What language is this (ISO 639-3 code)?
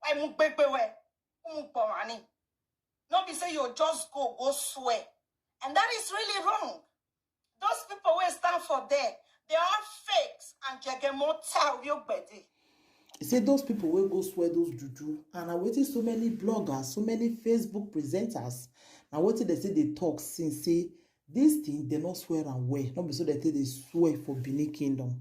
pcm